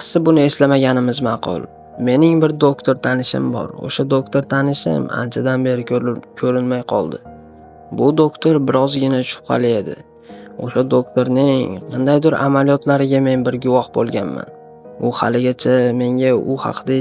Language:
Uzbek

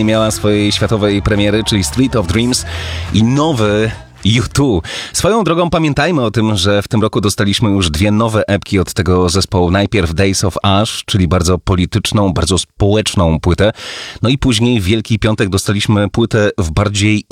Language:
Polish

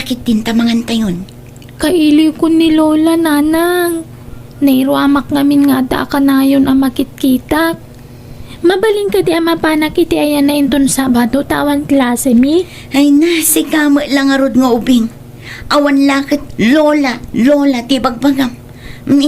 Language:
Iloko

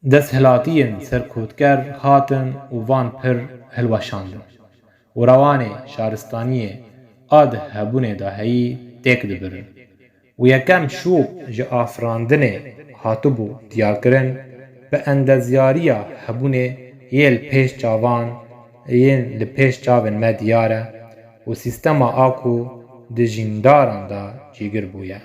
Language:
Kurdish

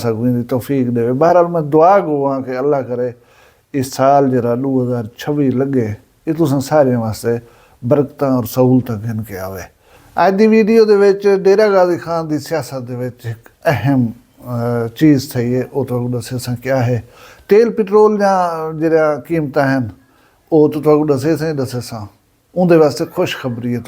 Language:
Saraiki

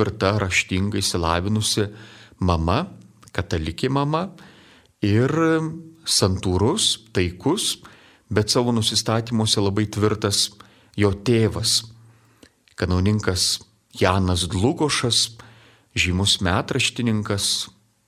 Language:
Lithuanian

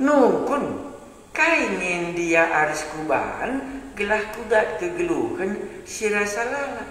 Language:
Batak Karo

